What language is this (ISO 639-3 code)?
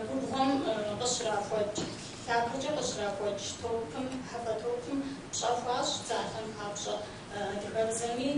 kbd